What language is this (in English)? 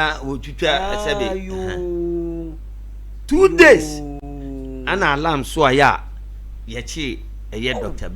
Akan